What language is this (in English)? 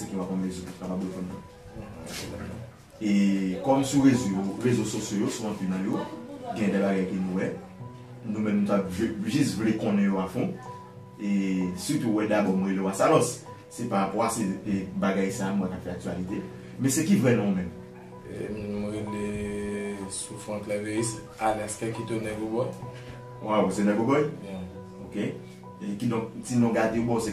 Haitian Creole